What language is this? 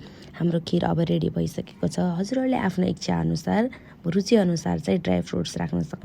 Nepali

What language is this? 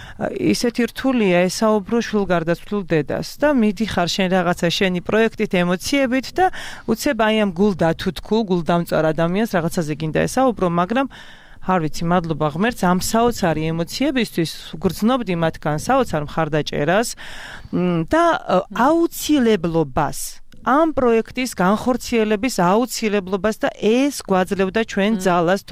Georgian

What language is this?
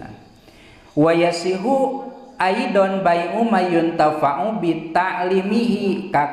Sundanese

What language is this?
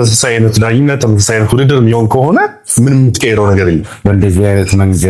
Amharic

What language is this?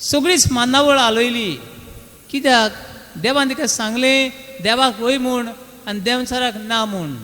Konkani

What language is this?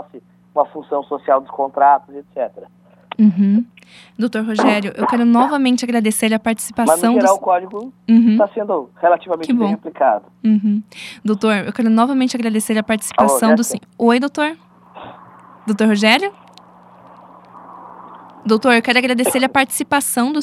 Portuguese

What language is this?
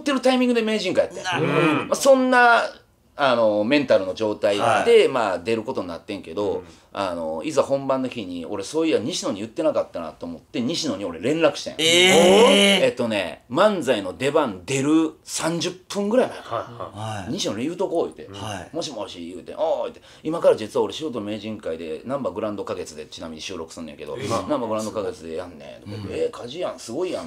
Japanese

